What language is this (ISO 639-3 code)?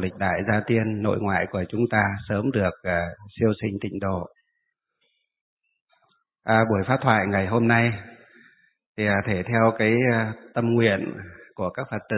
vie